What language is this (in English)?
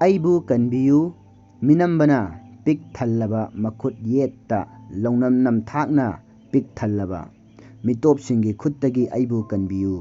Manipuri